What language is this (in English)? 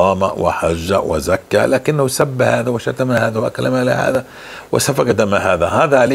North Levantine Arabic